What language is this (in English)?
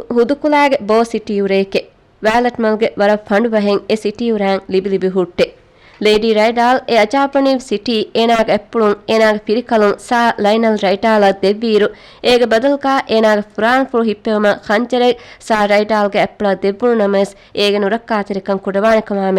Divehi